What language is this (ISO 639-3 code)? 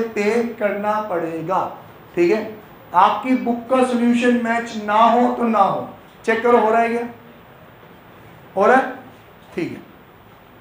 hin